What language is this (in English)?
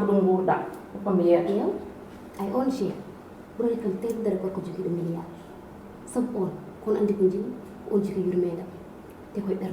Fula